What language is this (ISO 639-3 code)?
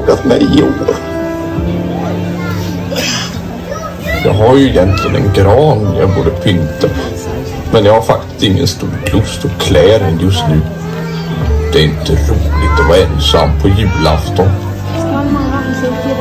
swe